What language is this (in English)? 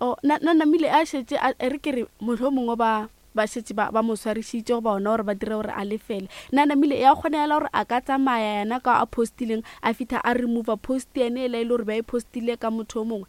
Northern Sotho